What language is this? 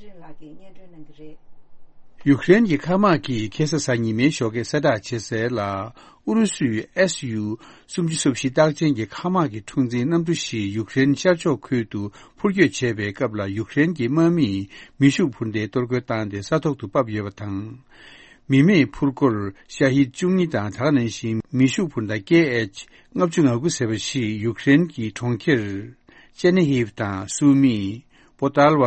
Tibetan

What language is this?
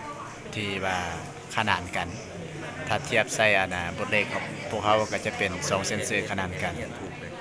Lao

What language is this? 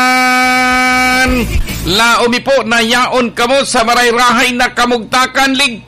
Bikol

